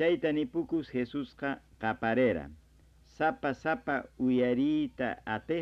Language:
Quechua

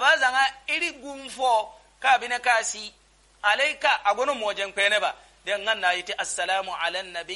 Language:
Yoruba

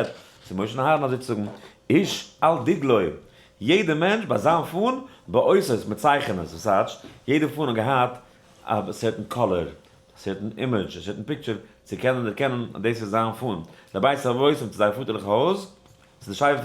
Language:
Yiddish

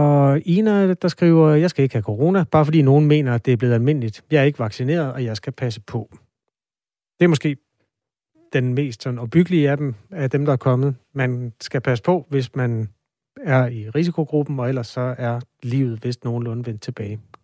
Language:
Danish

